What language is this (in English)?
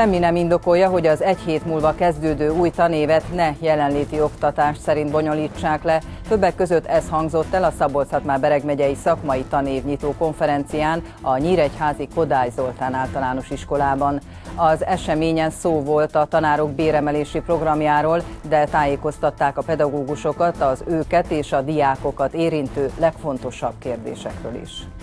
Hungarian